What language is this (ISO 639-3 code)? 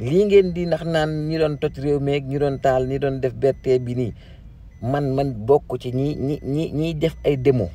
wol